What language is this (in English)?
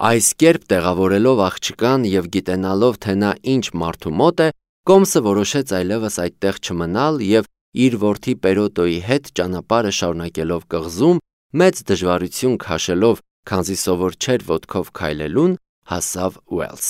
Armenian